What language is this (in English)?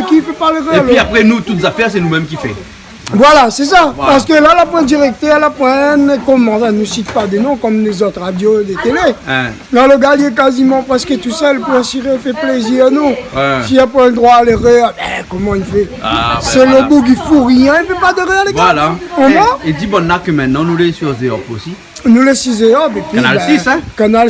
Réunion Creole French